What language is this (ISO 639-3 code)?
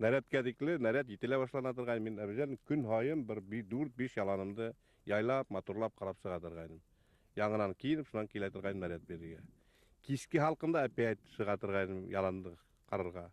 bak